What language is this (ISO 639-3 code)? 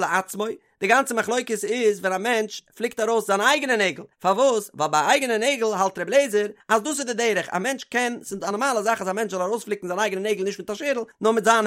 yid